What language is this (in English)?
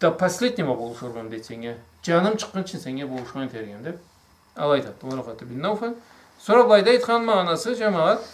Karachay-Balkar